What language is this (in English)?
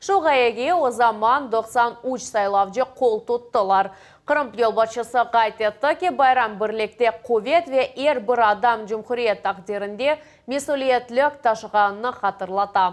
Crimean Tatar